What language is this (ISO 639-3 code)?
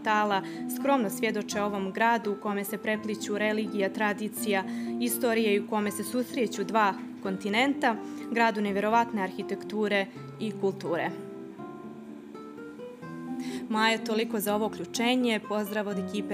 bos